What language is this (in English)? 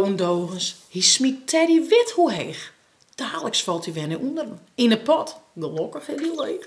Western Frisian